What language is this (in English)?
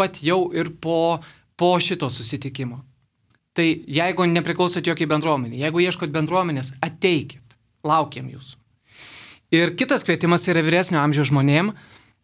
Lithuanian